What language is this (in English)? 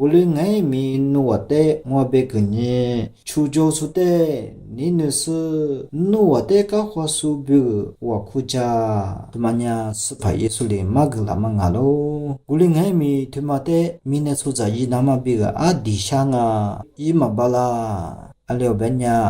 Lisu